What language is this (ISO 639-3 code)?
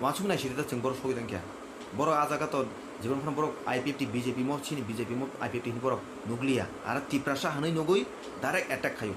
trp